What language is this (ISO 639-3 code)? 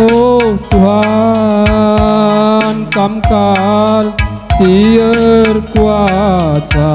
btx